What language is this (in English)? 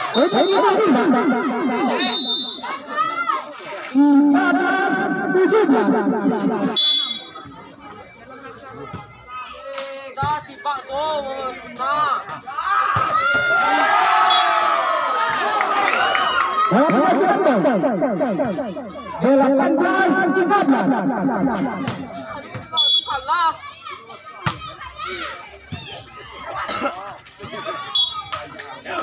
Malay